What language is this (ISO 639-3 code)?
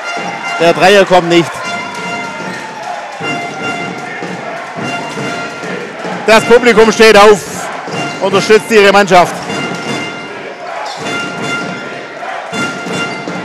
deu